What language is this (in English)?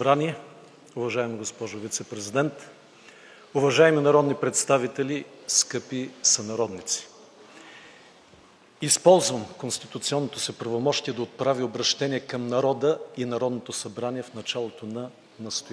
Bulgarian